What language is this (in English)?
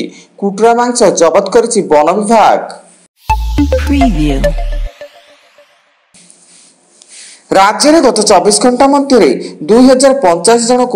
Odia